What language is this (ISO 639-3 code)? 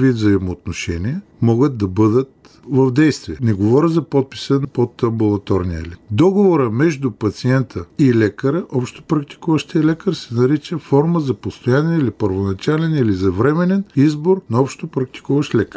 bul